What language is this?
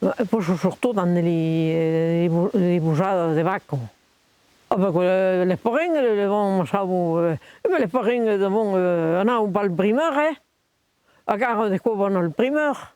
Occitan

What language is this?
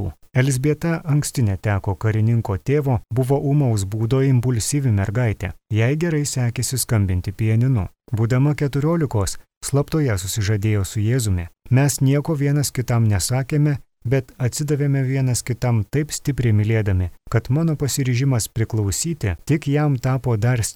Lithuanian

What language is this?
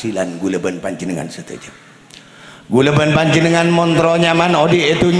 Madurese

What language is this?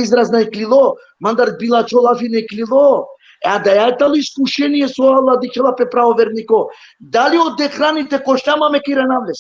Balkan Romani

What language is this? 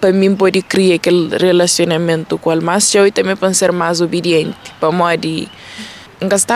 Kabuverdianu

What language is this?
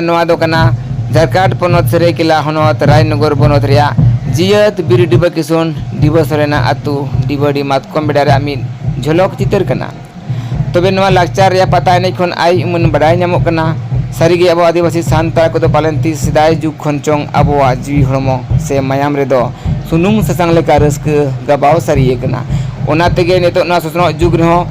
Santali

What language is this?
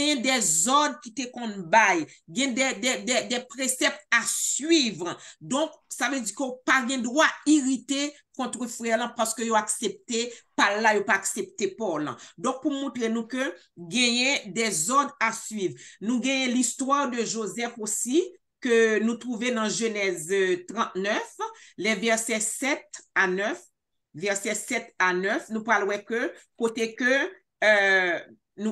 Haitian Creole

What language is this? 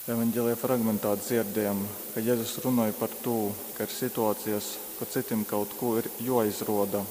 Latgalian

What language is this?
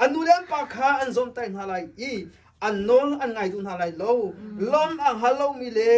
Hakha Chin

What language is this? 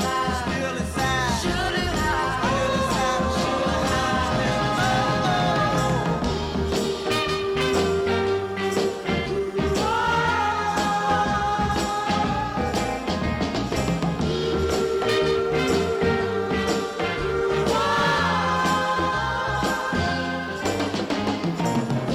English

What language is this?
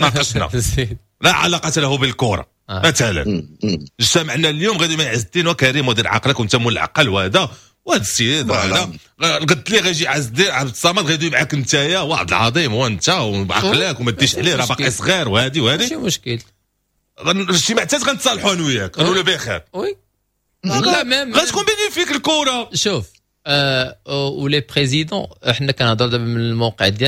Moroccan Arabic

